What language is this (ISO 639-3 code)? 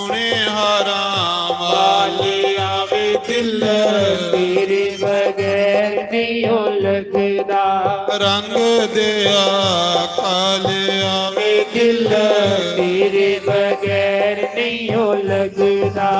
doi